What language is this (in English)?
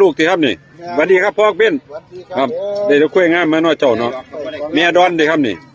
Northeastern Thai